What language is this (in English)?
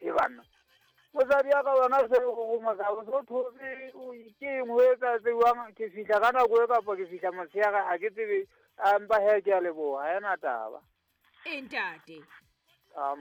Southern Sotho